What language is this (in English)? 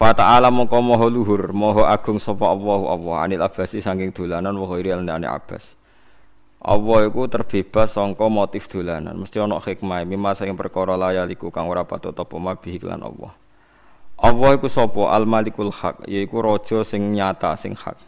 Javanese